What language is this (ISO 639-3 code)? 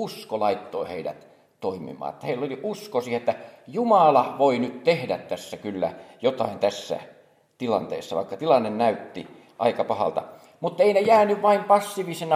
fin